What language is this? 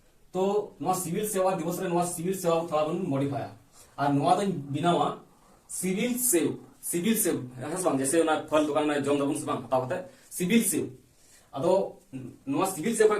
Santali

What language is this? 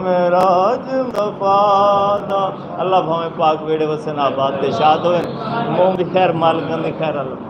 Saraiki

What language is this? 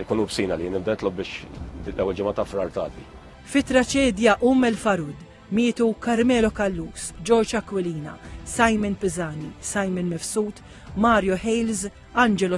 Maltese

